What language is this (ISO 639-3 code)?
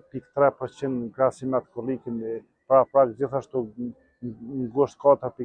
sqi